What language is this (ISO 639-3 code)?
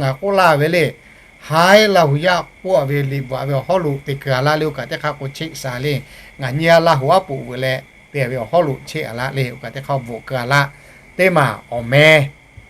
lhu